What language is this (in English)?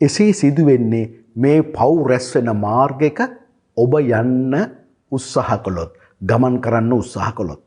Sinhala